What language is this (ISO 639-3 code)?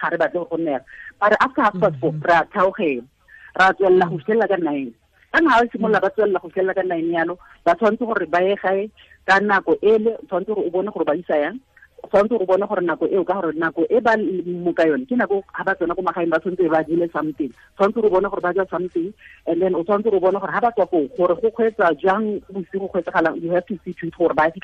tsn